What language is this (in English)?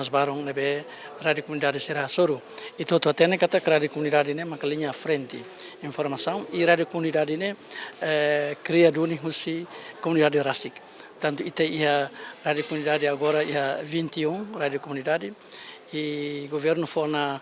Tetum